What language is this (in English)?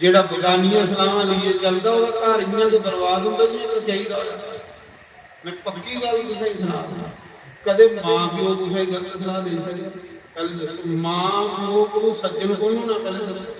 Dogri